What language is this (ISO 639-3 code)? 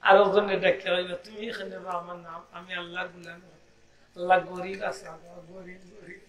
syl